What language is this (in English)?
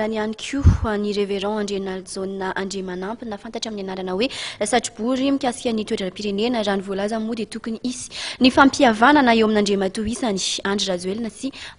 Malagasy